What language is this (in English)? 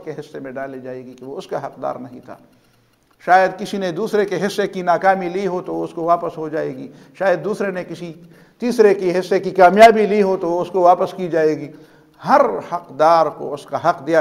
Urdu